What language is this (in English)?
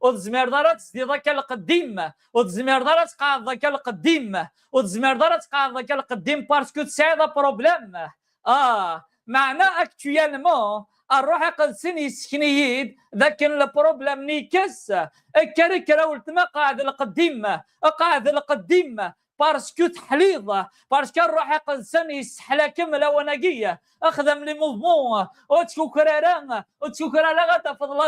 Kabyle